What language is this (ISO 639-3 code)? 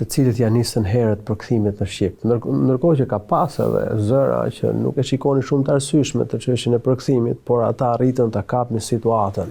sqi